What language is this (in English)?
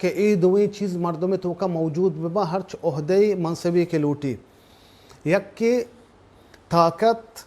Baluchi